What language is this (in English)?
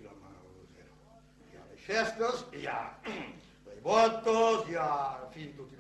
Occitan